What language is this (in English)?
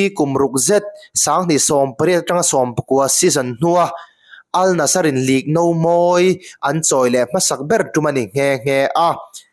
Mizo